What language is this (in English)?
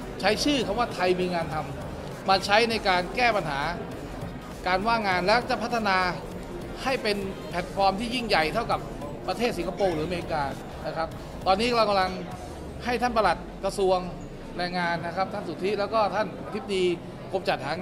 Thai